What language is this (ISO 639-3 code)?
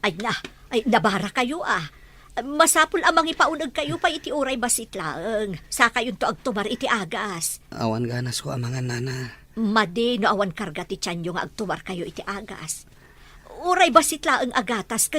ilo